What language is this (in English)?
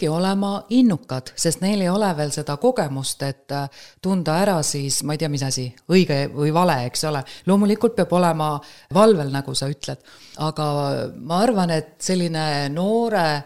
Estonian